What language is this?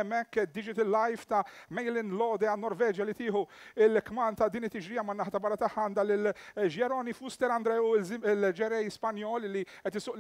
Maltese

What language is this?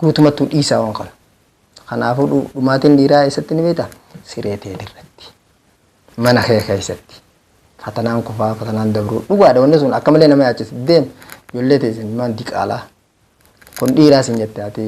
Oromo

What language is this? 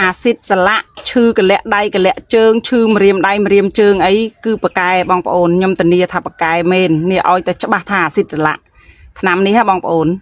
Khmer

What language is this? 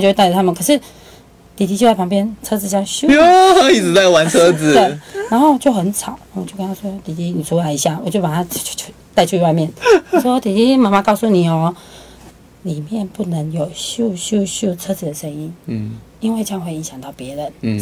Chinese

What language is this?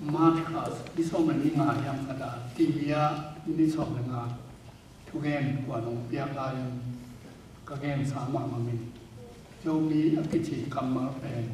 Tedim Chin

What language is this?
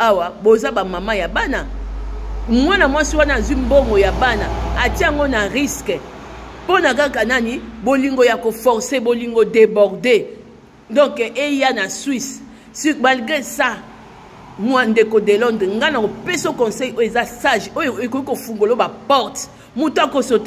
Lingala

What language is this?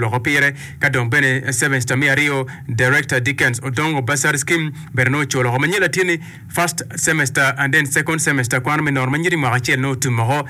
Acoli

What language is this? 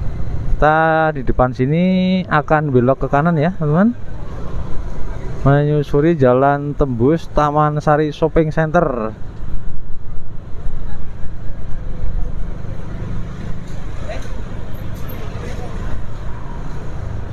Indonesian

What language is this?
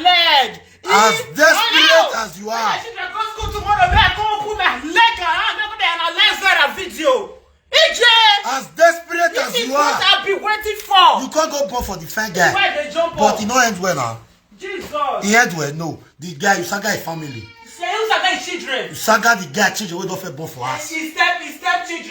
Nigerian Pidgin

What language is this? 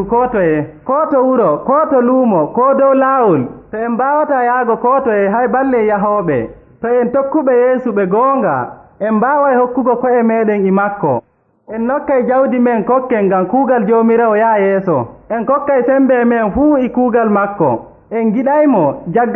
Nigerian Fulfulde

